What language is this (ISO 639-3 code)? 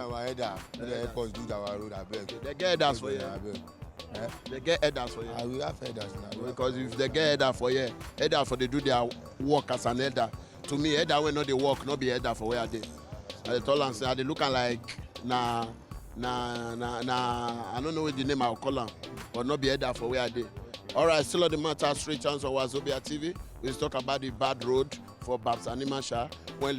pcm